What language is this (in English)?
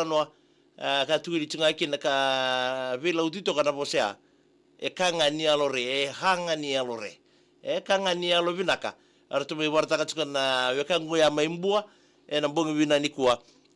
Fijian